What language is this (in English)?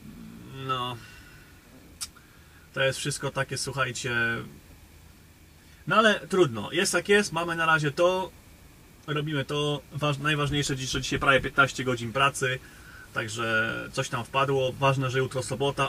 Polish